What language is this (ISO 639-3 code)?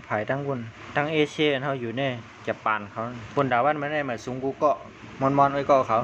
shn